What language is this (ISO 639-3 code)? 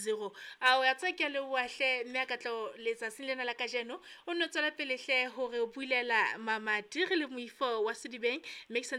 sot